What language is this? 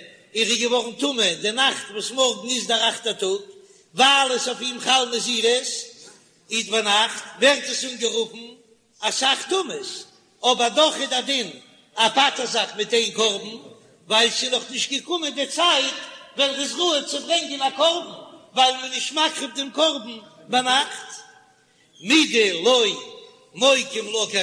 Yiddish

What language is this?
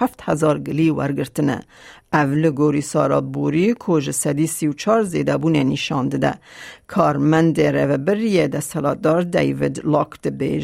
Kurdish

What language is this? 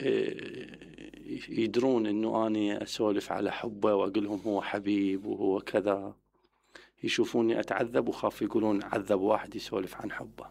Mesopotamian Arabic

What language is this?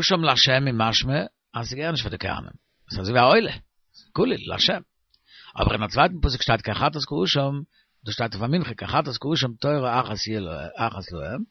Yiddish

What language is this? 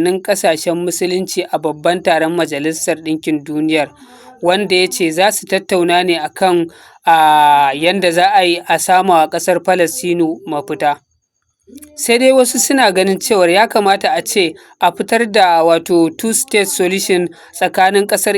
Hausa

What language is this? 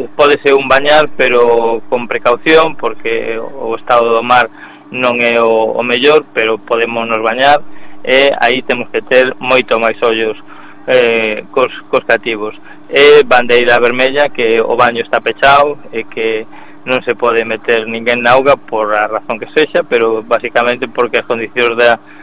Galician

